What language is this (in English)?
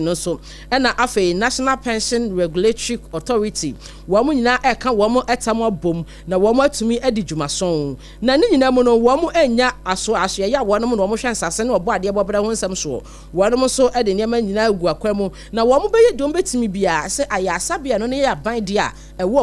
Akan